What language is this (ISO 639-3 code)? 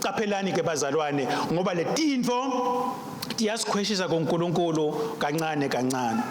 ssw